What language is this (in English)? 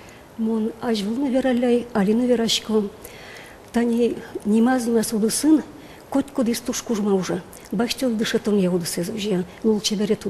Udmurt